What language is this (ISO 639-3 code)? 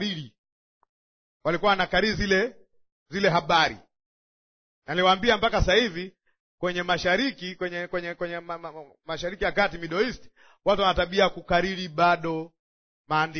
swa